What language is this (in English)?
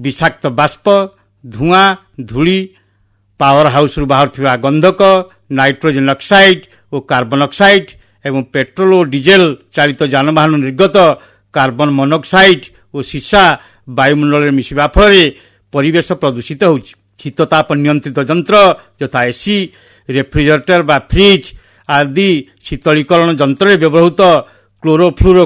Odia